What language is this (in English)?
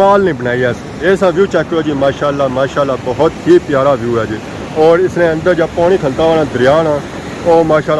Pahari-Potwari